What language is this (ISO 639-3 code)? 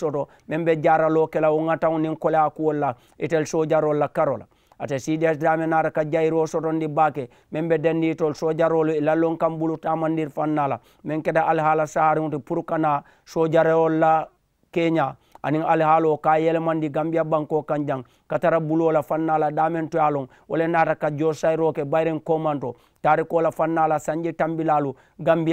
man